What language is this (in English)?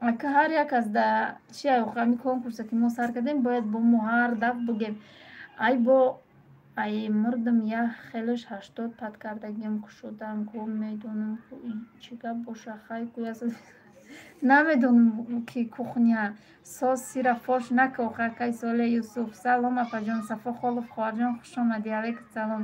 Tajik